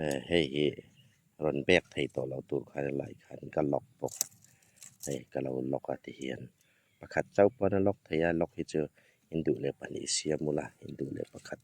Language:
Hmar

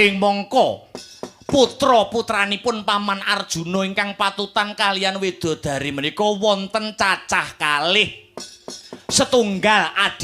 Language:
Javanese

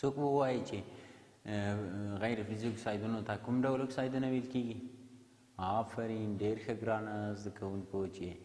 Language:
Pashto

